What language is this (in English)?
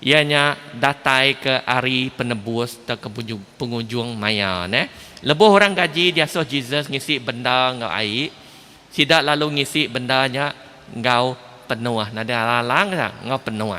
Iban